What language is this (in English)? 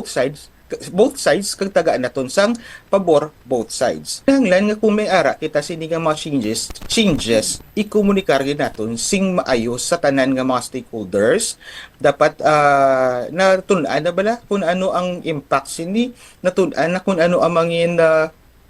Hiligaynon